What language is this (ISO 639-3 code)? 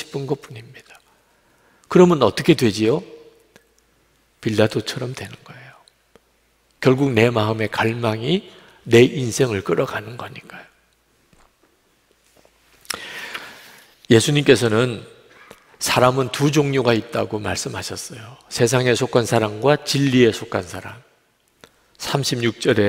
kor